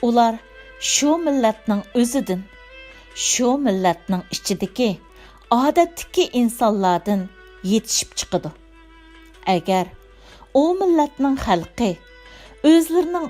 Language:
Uyghur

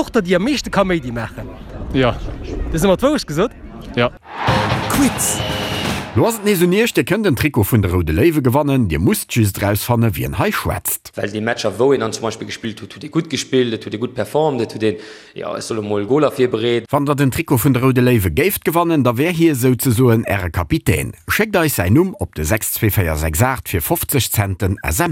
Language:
Luxembourgish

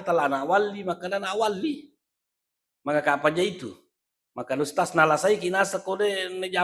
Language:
Buginese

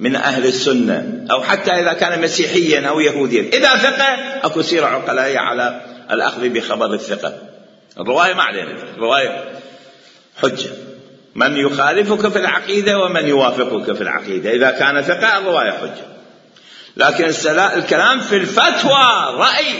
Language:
Mesopotamian Arabic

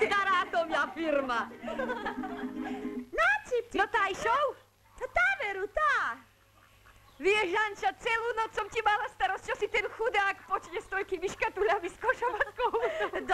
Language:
Slovak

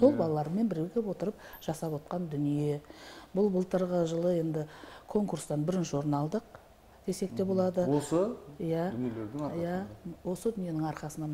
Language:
Kazakh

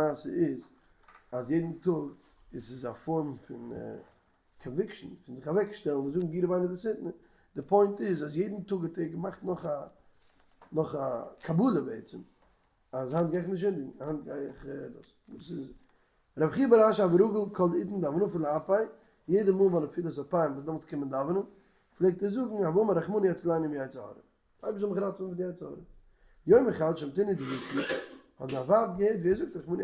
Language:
Yiddish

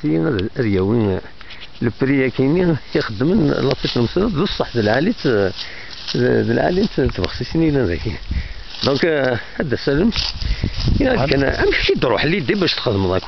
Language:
Kabyle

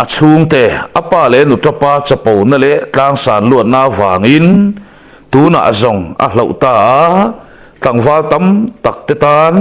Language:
Mizo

